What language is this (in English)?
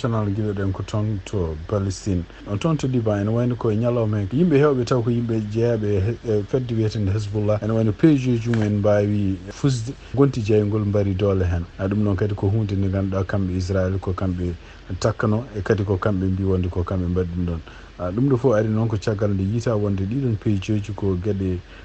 Fula